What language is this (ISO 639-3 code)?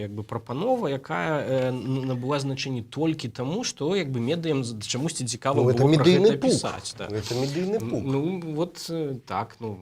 bel